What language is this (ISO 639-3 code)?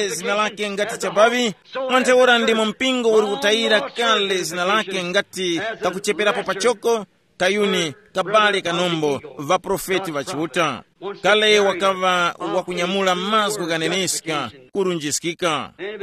tum